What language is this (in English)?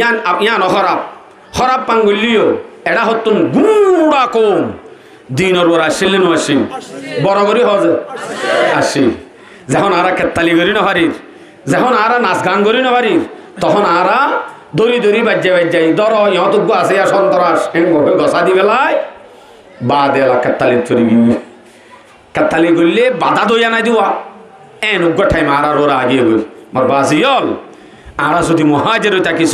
Rohingya